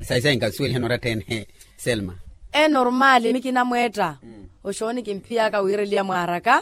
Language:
Makhuwa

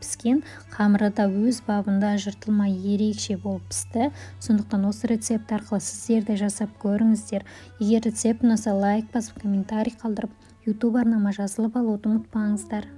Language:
Kazakh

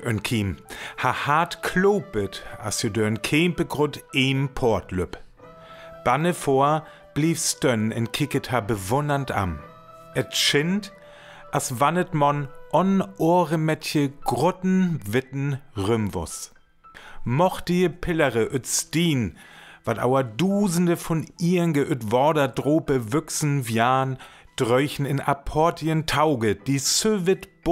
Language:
Northern Frisian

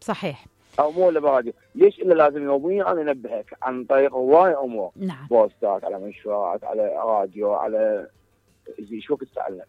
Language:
Mesopotamian Arabic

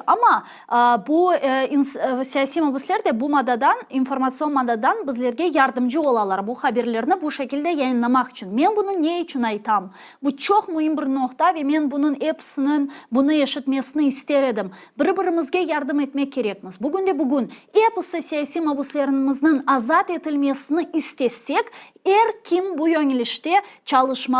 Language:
Crimean Tatar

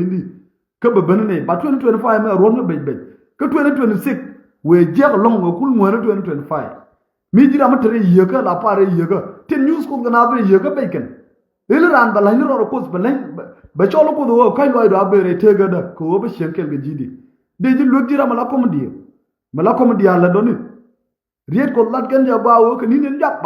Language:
Nuer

